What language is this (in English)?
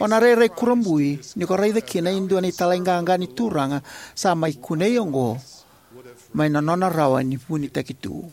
Fijian